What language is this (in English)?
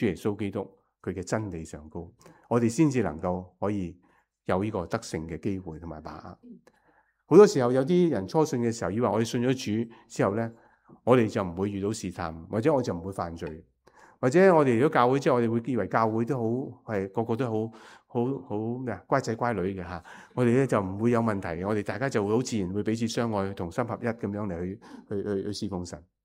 Cantonese